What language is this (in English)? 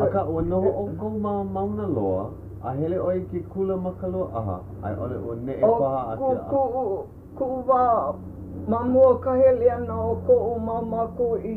Hawaiian